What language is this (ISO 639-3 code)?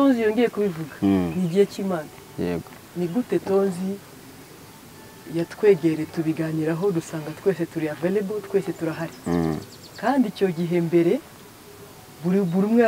kin